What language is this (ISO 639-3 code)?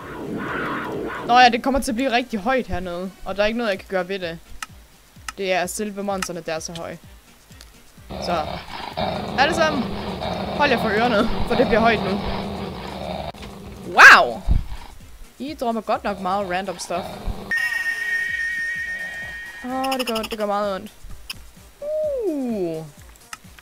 dan